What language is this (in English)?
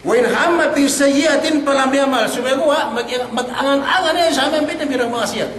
Yakan